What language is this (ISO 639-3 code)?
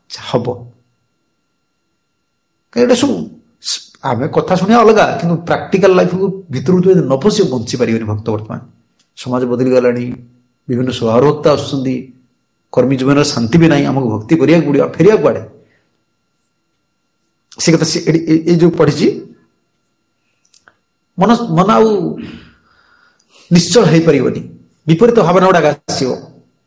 ori